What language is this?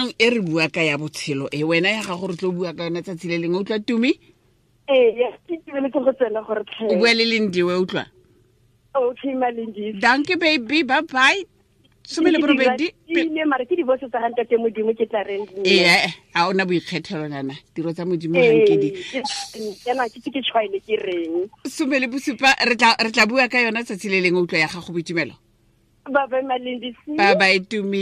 Tswana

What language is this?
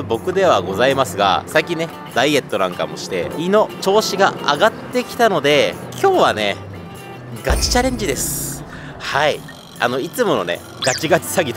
Japanese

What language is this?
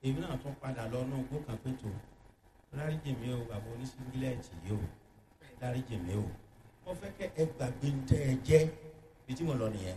Yoruba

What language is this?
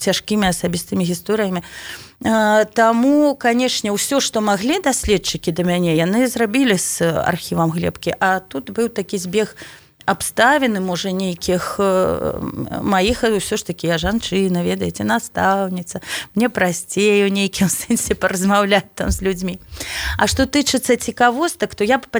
Belarusian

